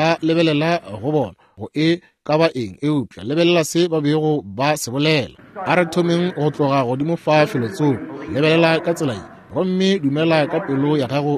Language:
Northern Sotho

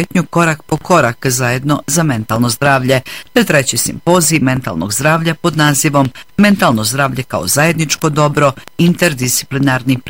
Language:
Bosnian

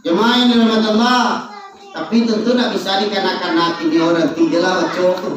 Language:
Minangkabau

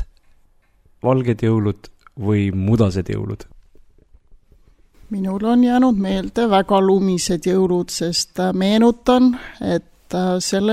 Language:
Estonian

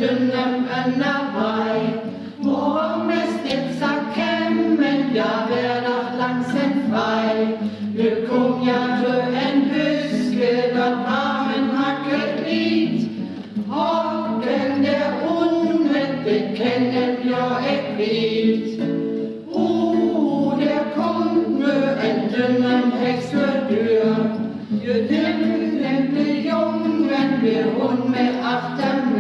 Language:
Northern Frisian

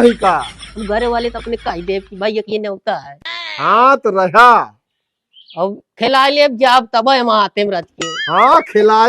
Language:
Awadhi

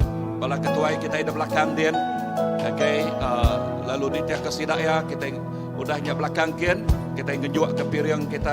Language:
Iban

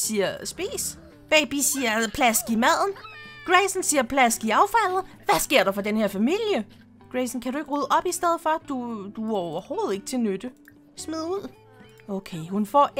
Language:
Danish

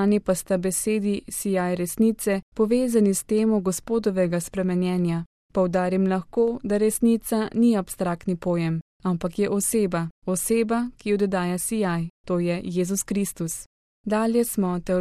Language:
Slovenian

